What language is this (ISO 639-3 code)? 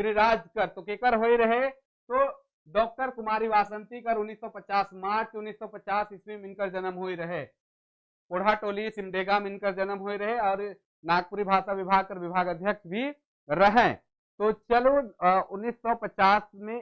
sck